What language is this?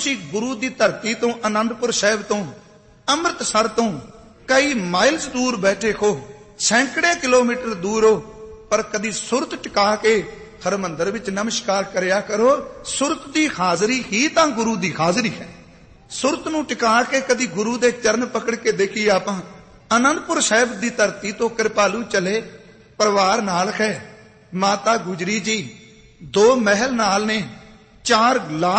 Punjabi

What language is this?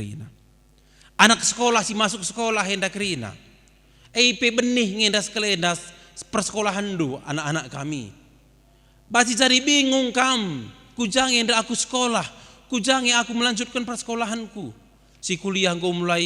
Batak Karo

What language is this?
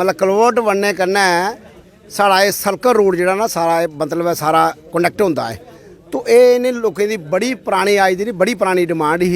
Dogri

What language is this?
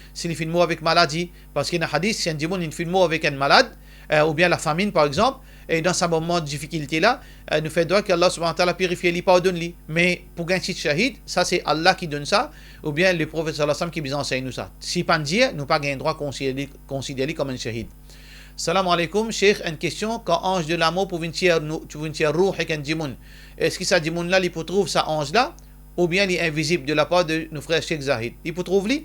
Morisyen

